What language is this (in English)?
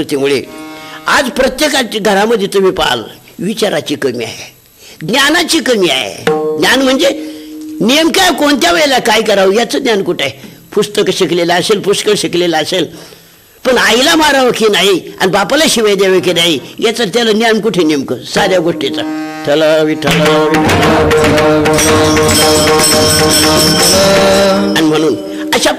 Marathi